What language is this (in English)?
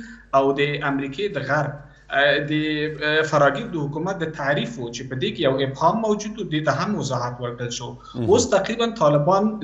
Pashto